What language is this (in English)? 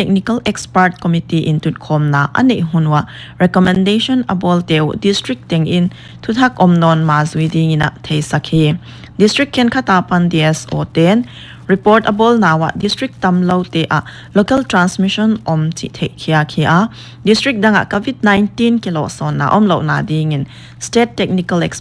Paite Chin